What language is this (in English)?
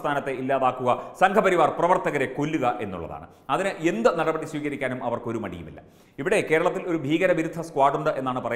Malayalam